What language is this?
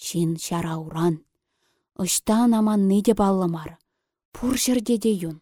Chuvash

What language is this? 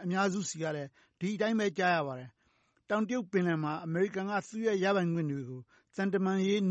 Burmese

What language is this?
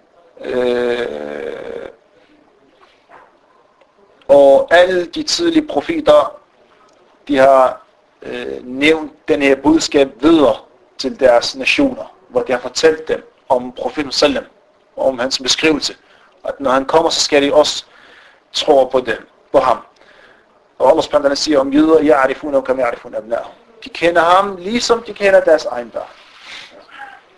Danish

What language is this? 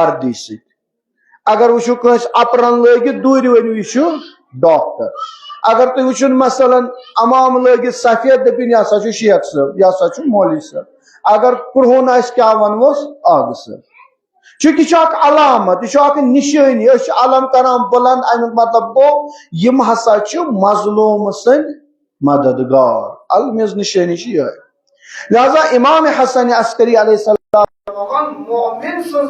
Kashmiri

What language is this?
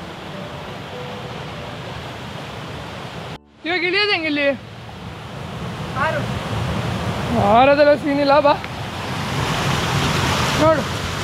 Kannada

